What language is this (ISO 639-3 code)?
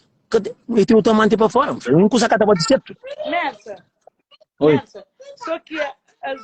kea